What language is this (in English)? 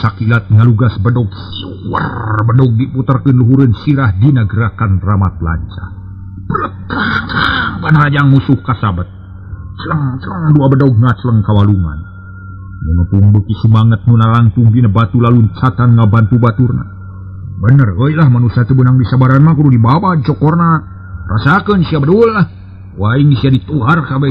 Sundanese